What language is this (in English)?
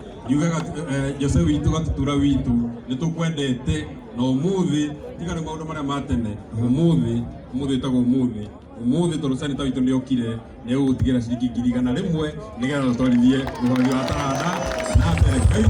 Kikuyu